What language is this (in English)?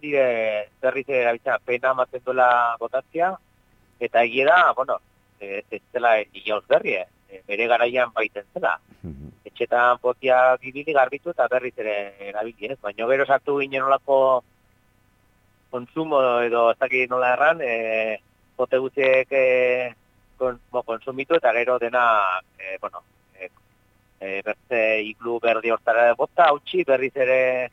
Basque